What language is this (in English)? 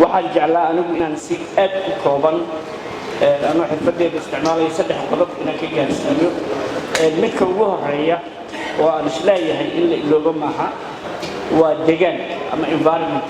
Somali